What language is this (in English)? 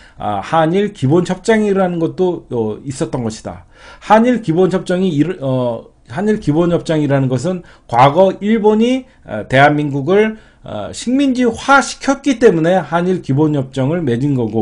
Korean